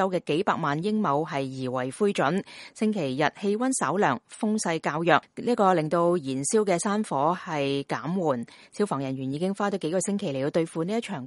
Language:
Cantonese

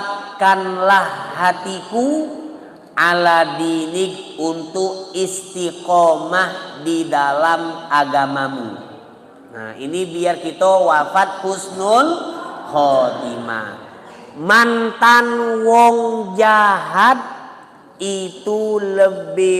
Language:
Musi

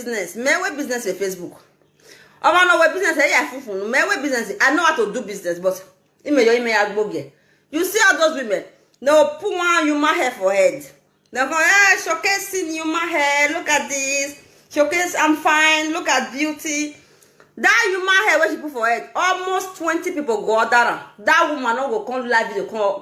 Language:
Nigerian Pidgin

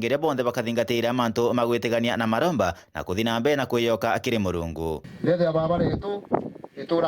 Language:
Meru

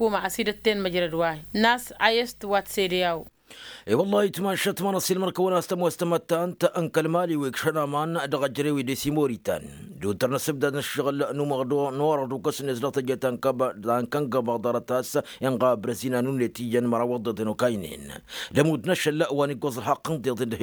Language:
Tamasheq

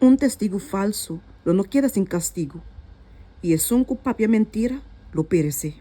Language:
Papiamento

